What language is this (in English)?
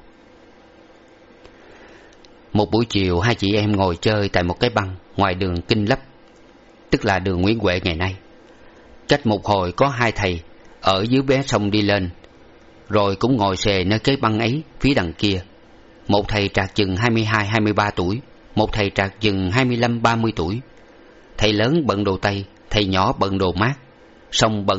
Vietnamese